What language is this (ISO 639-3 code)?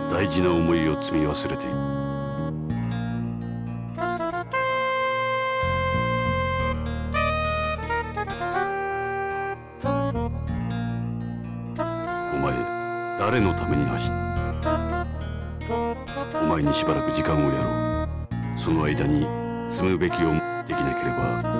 jpn